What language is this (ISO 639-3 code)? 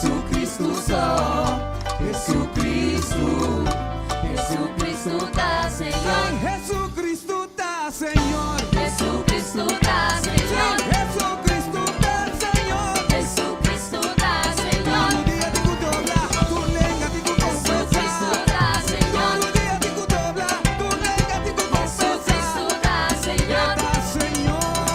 pap